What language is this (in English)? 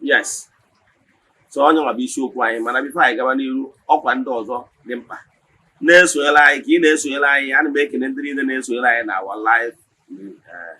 Igbo